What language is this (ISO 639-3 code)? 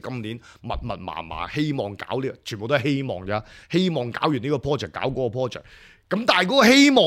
yue